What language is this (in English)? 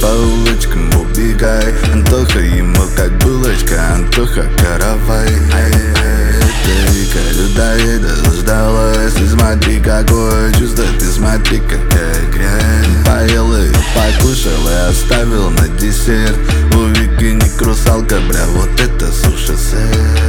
Russian